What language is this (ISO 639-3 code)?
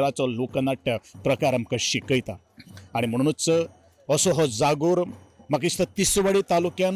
kok